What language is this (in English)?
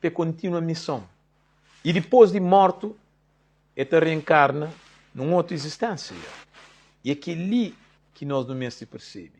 Kabuverdianu